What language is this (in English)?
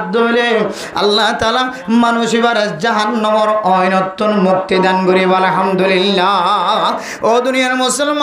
Rohingya